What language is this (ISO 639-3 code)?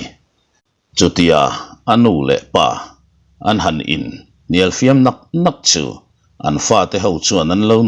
lus